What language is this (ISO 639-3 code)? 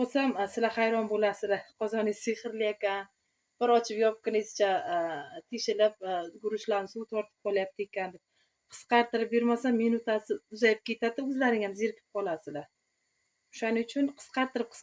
uzb